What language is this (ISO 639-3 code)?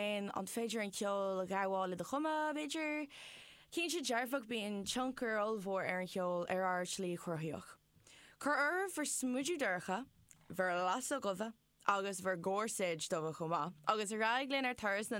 gle